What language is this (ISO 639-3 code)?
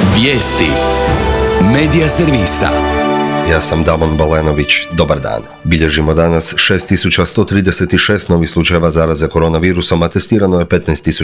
hrv